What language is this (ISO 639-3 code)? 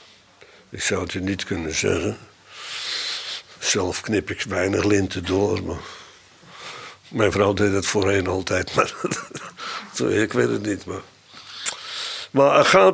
nld